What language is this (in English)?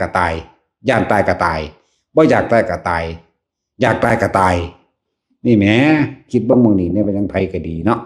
Northeastern Thai